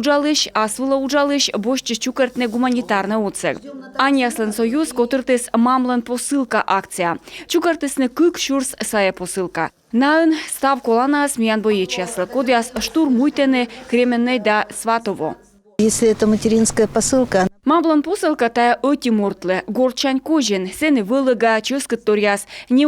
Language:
Komi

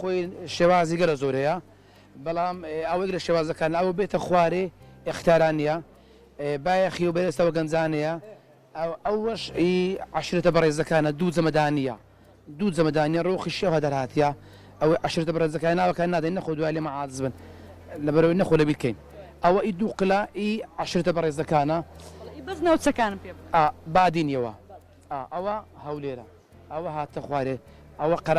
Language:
Central Kurdish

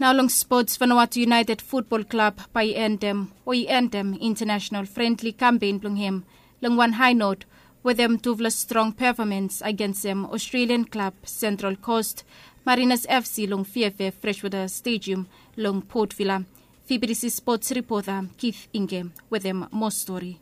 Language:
Bislama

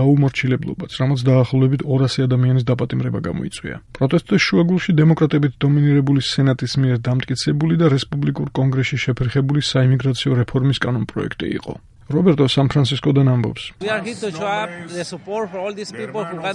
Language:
Georgian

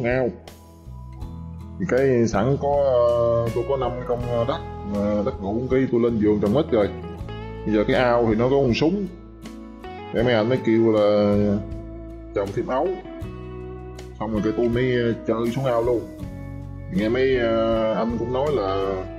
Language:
Vietnamese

